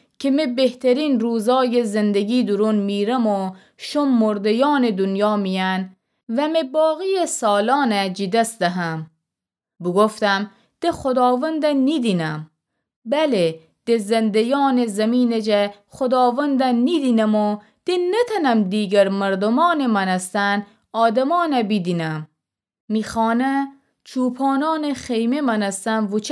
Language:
Gilaki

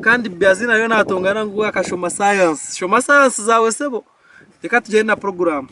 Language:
Nyankole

